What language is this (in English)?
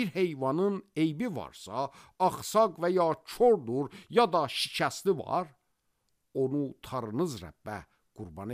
Azerbaijani